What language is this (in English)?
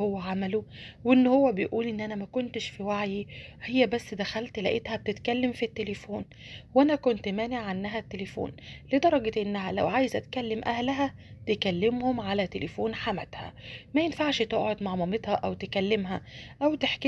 Egyptian Arabic